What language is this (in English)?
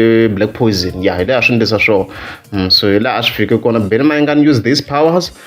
Tsonga